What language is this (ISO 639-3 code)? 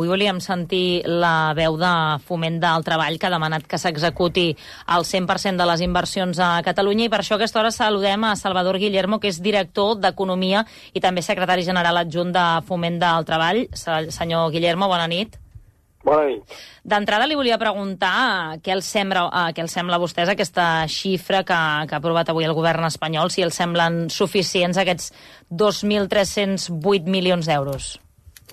cat